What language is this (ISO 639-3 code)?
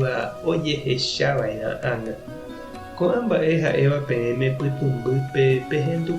grn